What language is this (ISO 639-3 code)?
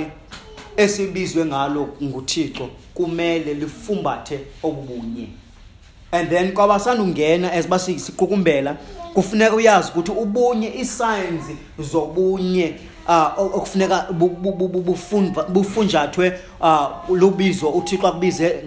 xho